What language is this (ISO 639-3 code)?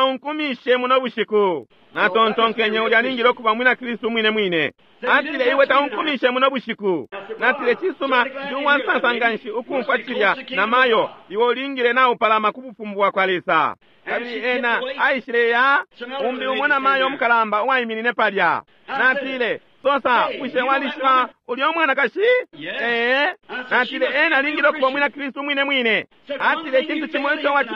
bem